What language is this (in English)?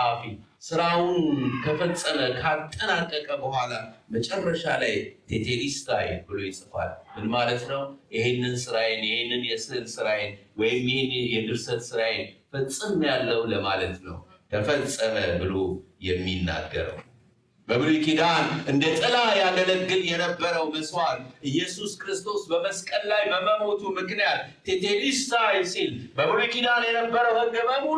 Amharic